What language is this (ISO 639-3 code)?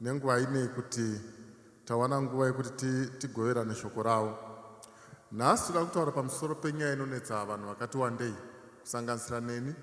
sna